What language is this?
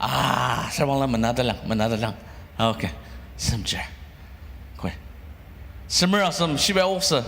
Ao Naga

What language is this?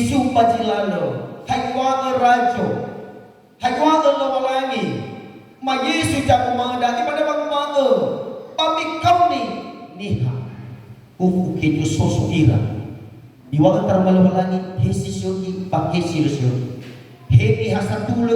Nias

